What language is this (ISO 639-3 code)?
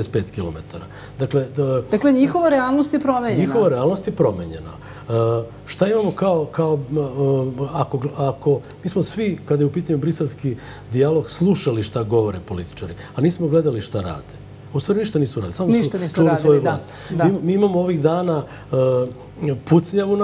srp